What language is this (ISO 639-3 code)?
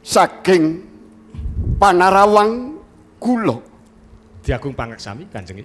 jav